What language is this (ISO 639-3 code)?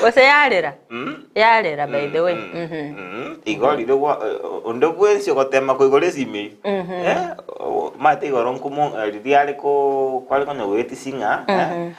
guz